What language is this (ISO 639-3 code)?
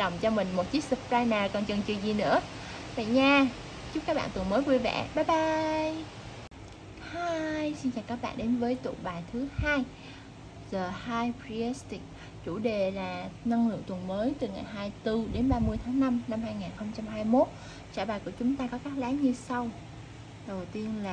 vie